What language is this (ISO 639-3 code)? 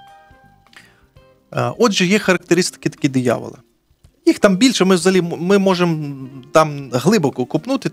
ukr